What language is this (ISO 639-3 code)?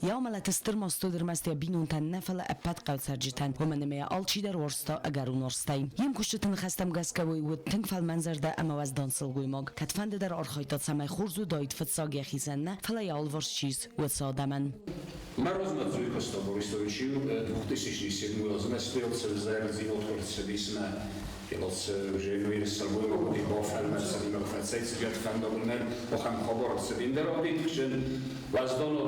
oss